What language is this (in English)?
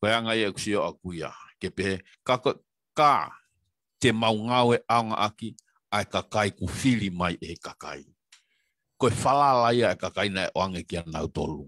Tongan